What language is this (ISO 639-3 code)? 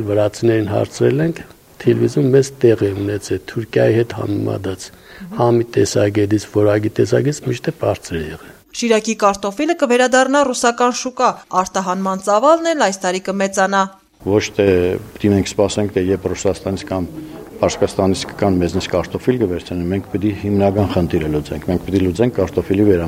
hye